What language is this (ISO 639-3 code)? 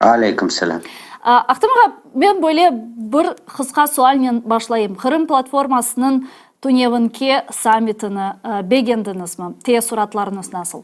crh